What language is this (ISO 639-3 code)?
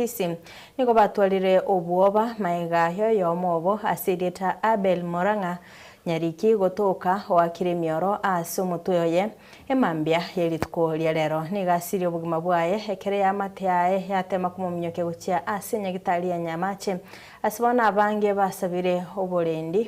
guz